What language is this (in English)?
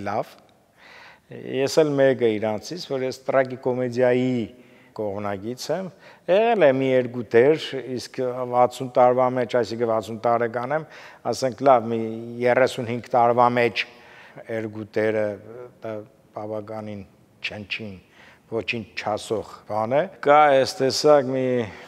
Armenian